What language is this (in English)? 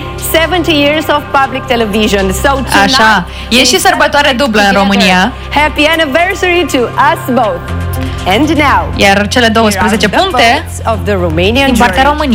Romanian